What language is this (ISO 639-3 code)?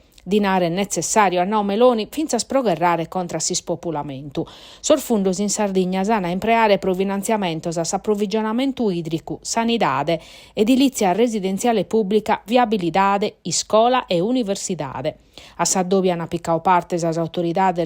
srd